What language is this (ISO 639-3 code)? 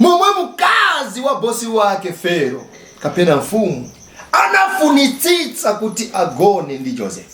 nya